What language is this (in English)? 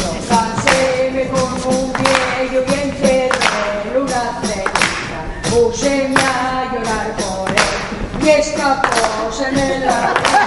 Asturian